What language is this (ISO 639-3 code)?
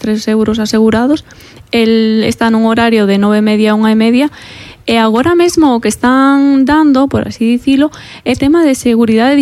glg